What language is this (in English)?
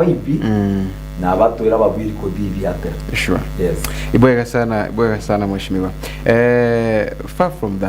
Meru